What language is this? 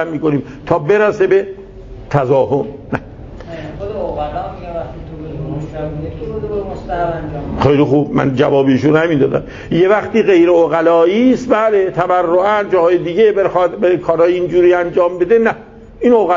Persian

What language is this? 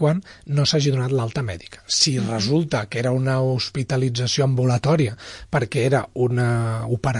Catalan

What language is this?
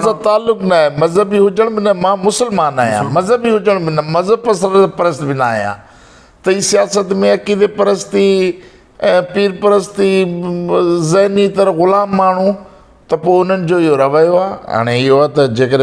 Sindhi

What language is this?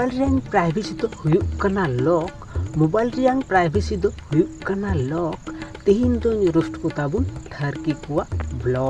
Santali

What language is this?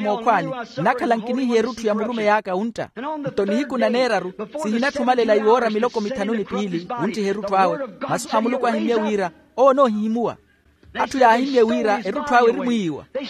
Makhuwa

